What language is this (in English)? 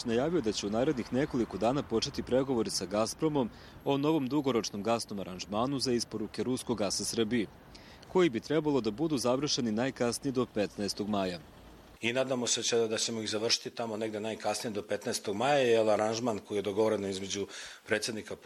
Bosnian